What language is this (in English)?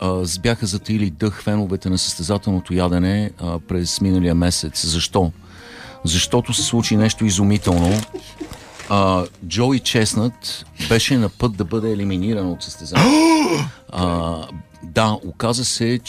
Bulgarian